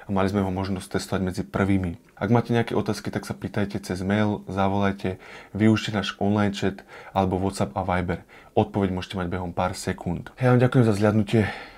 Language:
Slovak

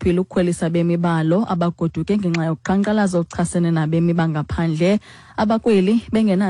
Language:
Xhosa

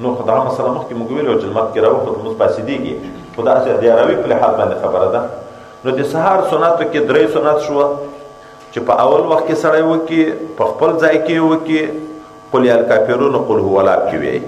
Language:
Pashto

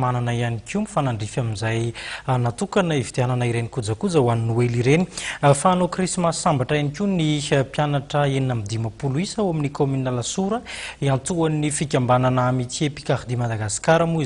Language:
Malagasy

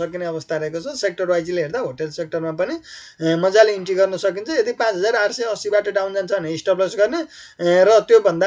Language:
Nepali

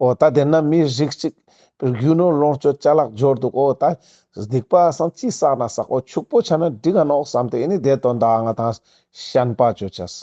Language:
Ladakhi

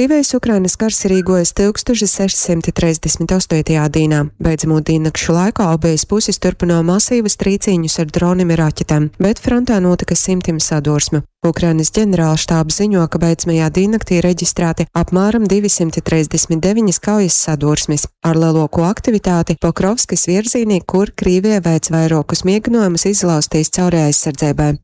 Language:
Latgalian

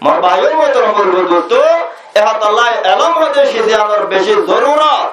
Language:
Rohingya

